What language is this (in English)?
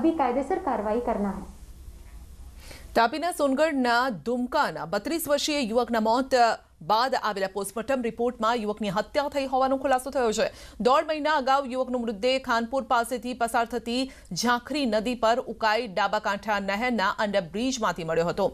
Gujarati